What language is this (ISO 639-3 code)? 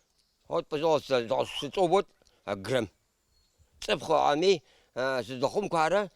abk